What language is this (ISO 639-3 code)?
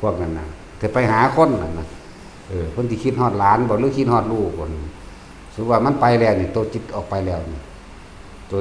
lao